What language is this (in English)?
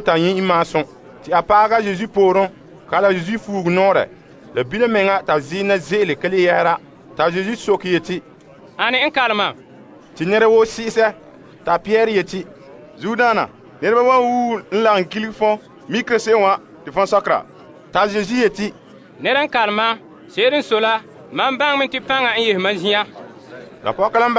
Frafra